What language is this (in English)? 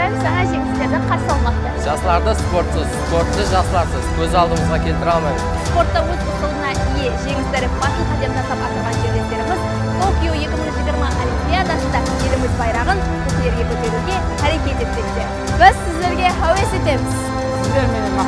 Kara-Kalpak